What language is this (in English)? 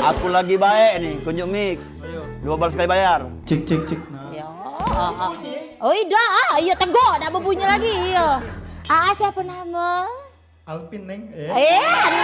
Musi